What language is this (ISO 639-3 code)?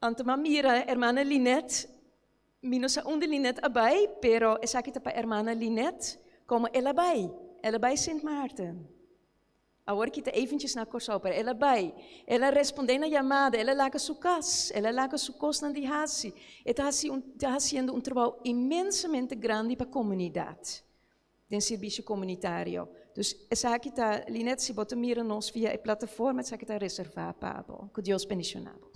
pap